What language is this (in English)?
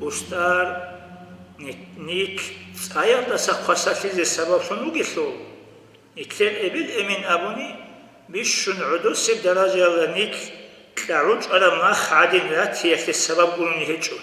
Avaric